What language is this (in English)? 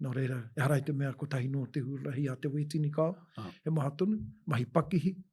Māori